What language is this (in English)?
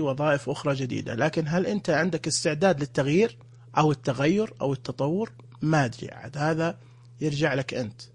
Najdi Arabic